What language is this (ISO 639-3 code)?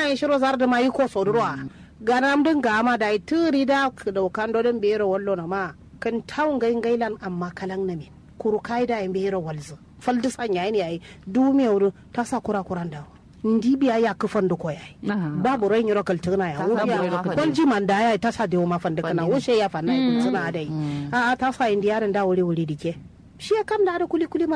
kau